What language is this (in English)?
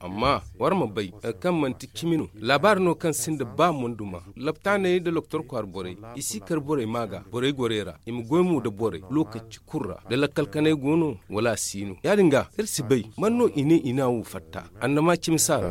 Zarma